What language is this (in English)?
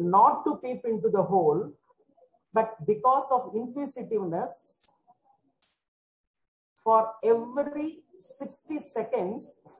English